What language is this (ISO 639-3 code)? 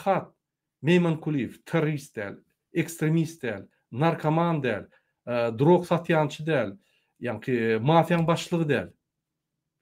tuk